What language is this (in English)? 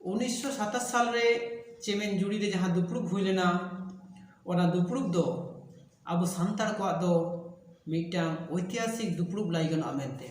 Santali